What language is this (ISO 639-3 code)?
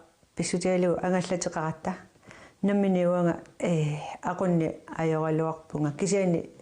kal